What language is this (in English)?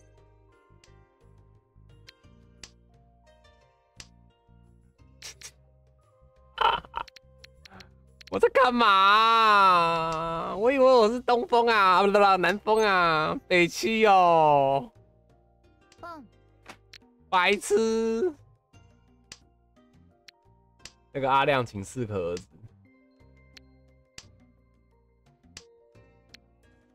Chinese